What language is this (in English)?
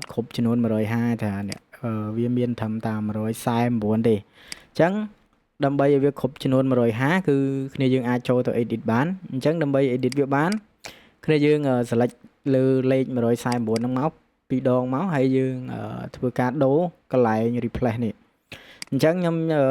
Khmer